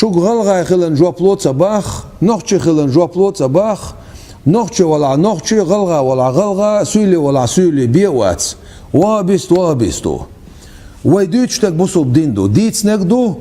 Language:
Chechen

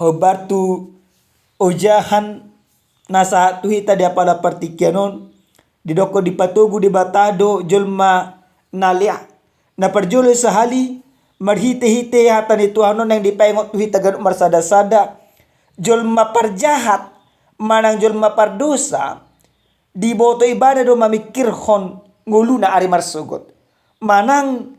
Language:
Batak Toba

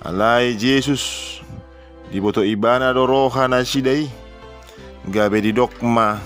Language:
Batak Toba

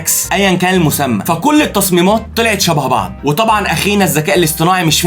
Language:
Egyptian Arabic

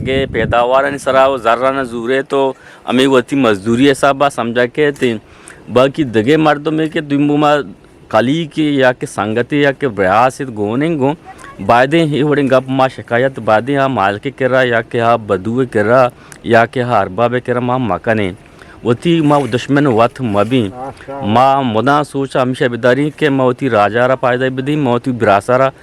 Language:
Eastern Balochi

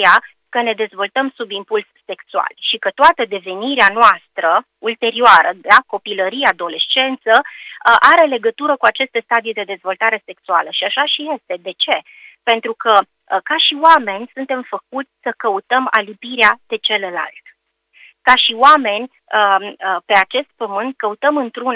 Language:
Romanian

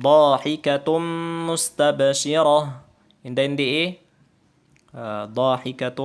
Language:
Tausug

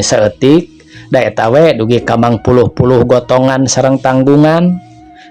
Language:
Sundanese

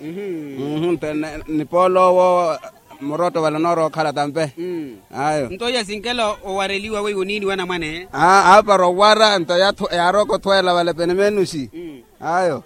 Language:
Makhuwa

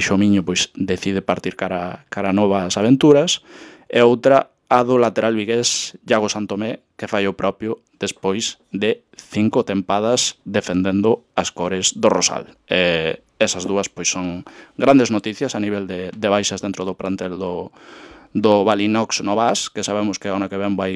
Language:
Galician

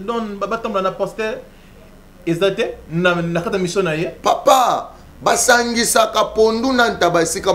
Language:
Lingala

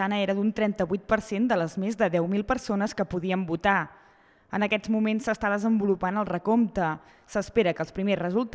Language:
Catalan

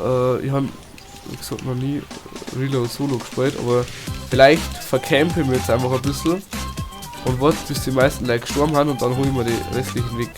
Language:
Bavarian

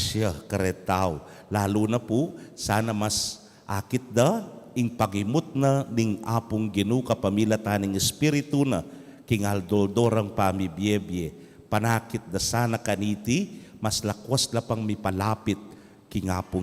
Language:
Pampanga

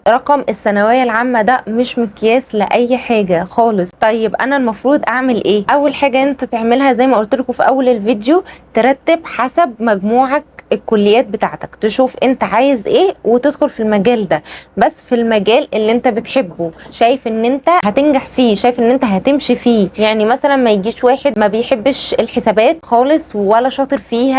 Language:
Egyptian Arabic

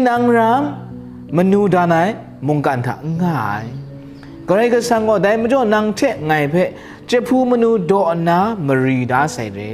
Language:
Kachin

